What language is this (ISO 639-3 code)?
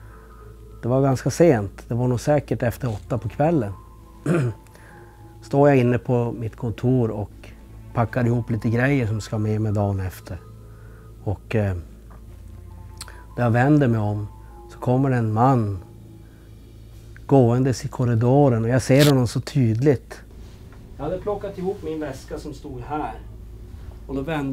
swe